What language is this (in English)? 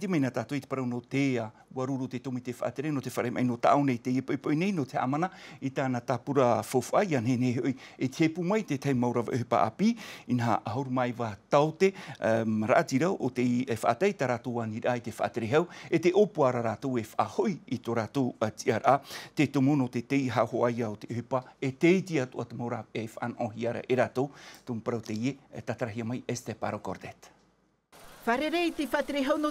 Tahitian